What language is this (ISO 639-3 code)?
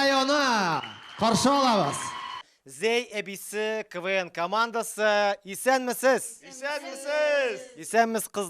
tat